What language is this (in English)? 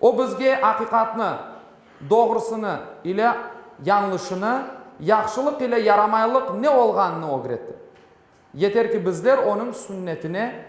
Crimean Tatar